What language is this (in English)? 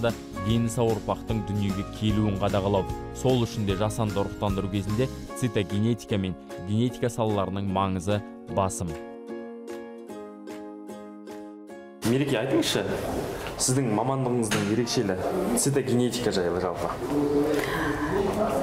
Kazakh